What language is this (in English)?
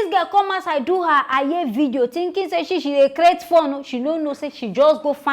Nigerian Pidgin